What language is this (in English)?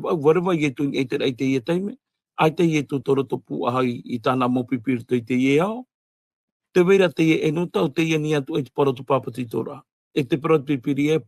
Tahitian